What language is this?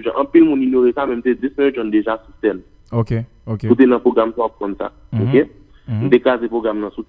Haitian Creole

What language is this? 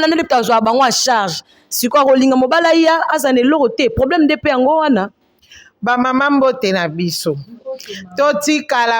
Lingala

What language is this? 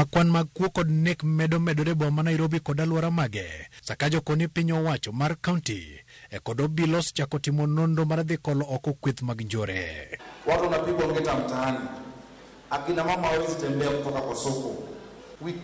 Luo (Kenya and Tanzania)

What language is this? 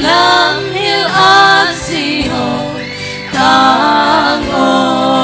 Tedim Chin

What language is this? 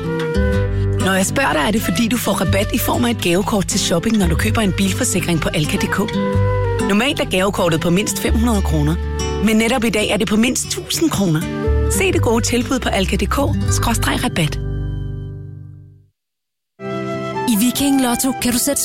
Danish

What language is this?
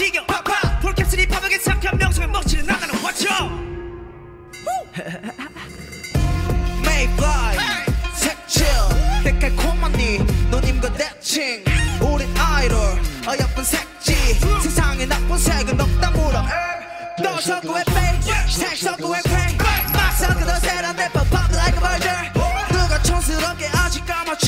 Korean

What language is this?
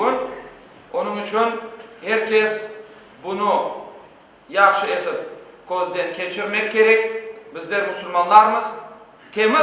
Crimean Tatar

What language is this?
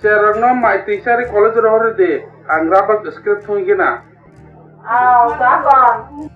Kok Borok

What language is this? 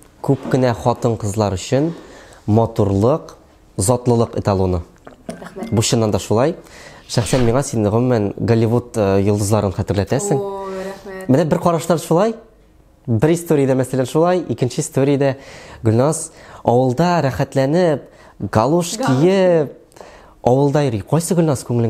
Tatar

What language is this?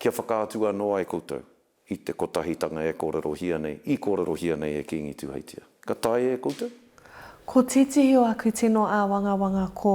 Māori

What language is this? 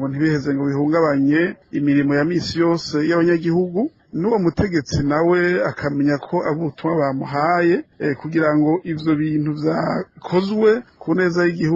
Rundi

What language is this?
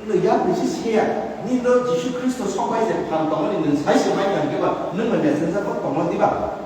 Kok Borok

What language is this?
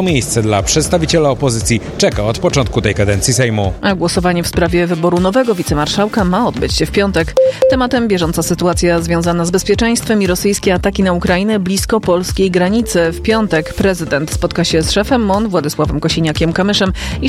Polish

